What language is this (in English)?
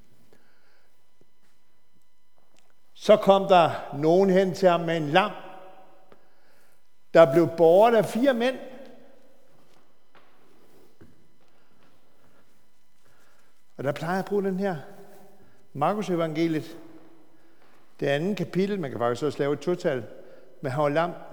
Danish